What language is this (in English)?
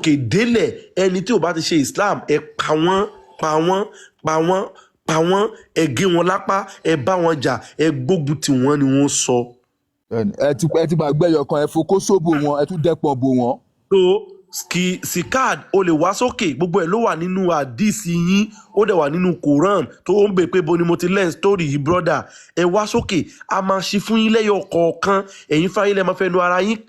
Yoruba